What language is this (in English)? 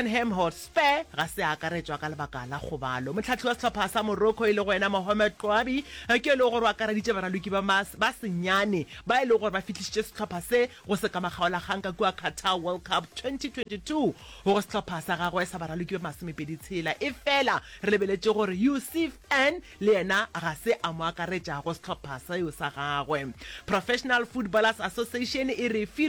Northern Sotho